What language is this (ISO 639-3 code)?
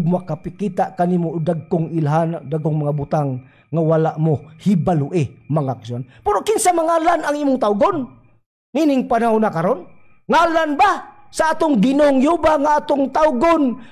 ceb